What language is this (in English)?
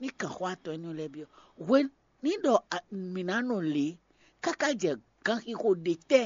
Fon